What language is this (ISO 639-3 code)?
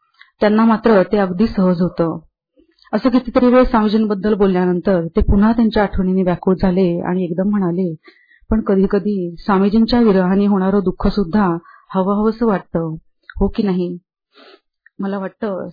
mar